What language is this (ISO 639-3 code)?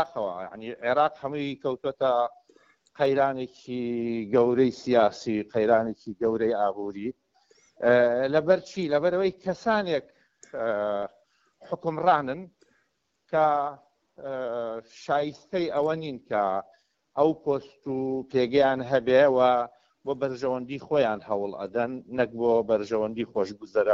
ckb